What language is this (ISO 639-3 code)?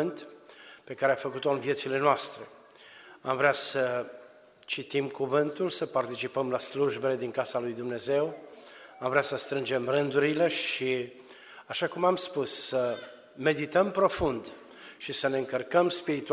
ron